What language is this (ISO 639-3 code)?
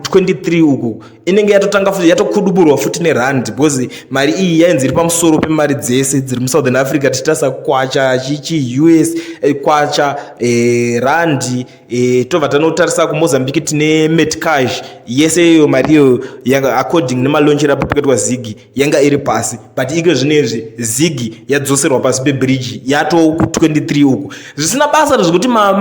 sna